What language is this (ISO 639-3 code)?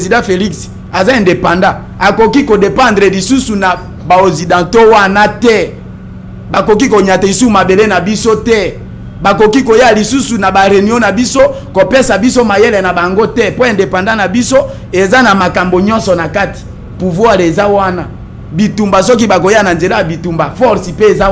lin